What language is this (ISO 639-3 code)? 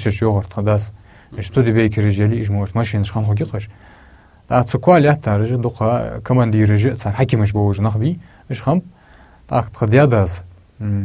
inh